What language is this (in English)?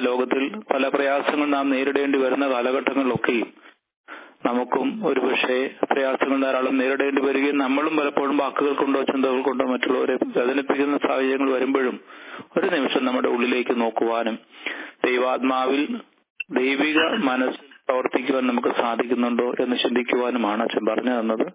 Malayalam